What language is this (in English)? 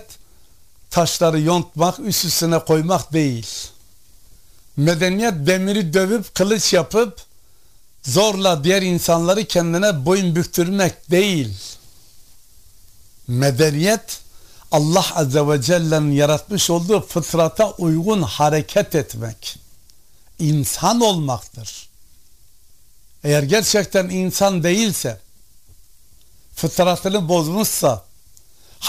Turkish